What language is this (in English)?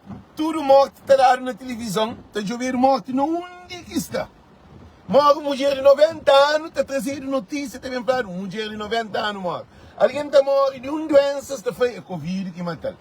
Kabuverdianu